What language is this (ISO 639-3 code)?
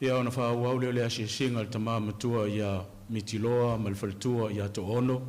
smo